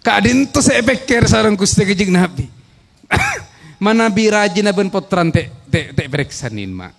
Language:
Madurese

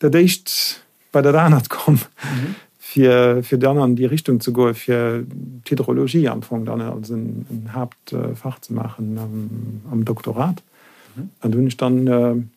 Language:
Luxembourgish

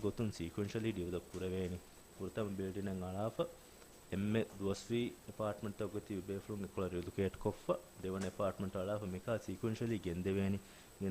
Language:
Divehi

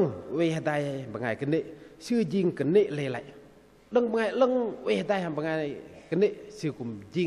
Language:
Bahnar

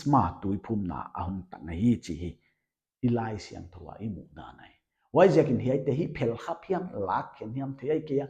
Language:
Paite Chin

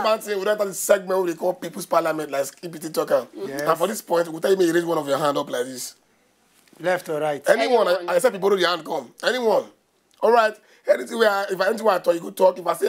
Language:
Nigerian Pidgin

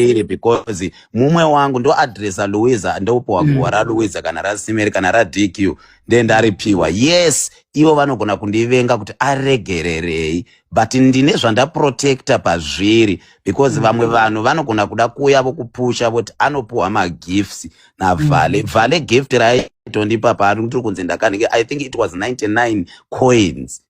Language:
Shona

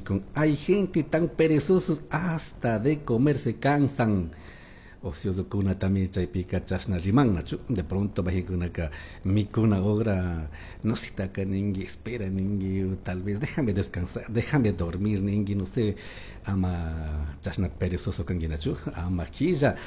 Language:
Chimborazo Highland Quichua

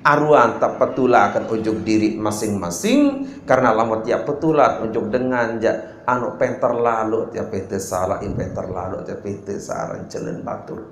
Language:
Sasak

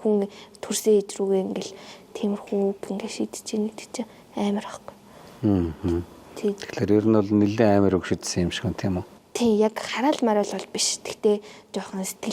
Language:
Mongolian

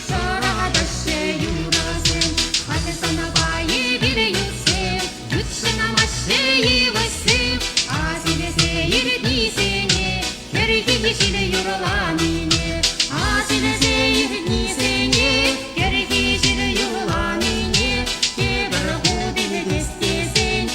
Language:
Chuvash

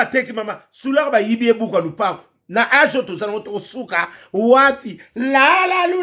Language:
Lingala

